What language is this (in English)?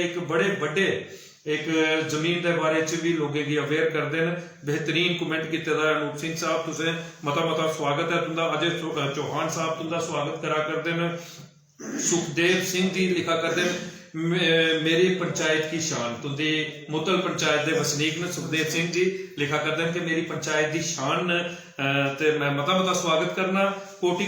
Dogri